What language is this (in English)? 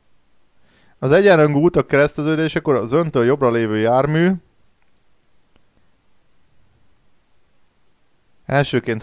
Hungarian